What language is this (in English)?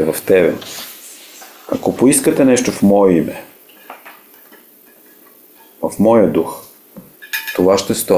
Bulgarian